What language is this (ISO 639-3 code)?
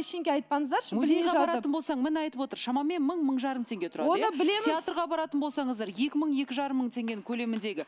kaz